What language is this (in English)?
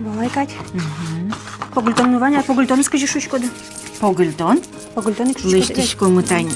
Udmurt